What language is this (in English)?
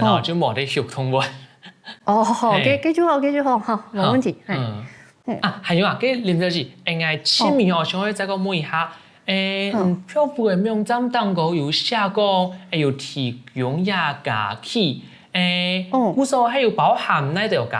Hakka Chinese